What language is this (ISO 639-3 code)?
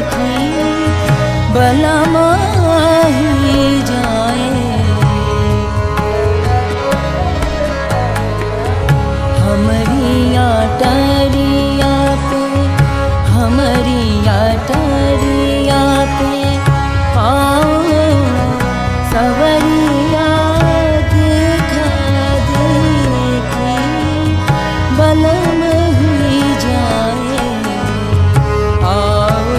bho